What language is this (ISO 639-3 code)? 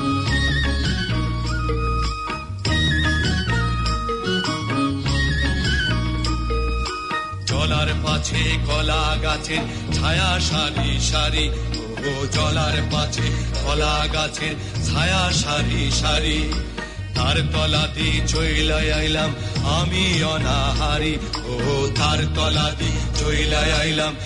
ben